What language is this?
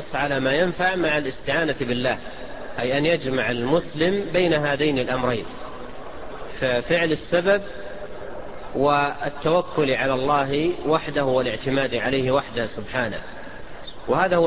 Arabic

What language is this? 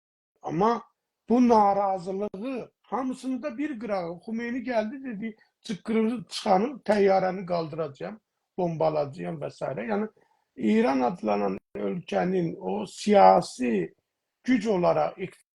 South Azerbaijani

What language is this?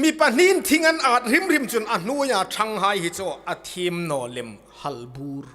Hmar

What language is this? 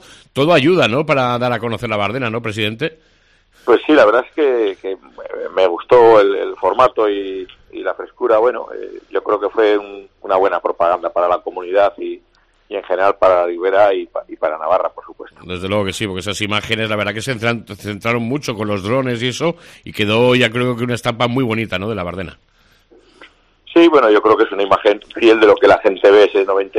Spanish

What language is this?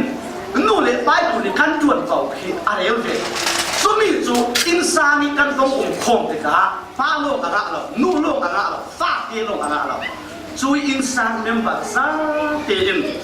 Falam Chin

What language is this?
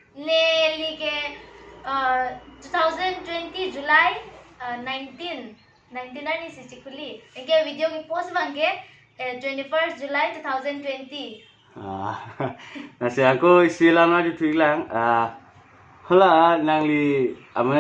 Karbi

